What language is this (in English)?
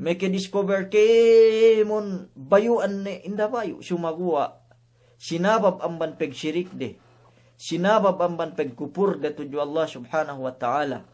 Yakan